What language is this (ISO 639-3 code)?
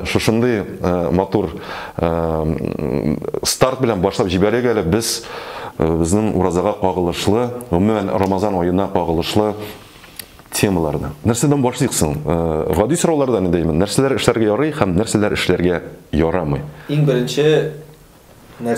tat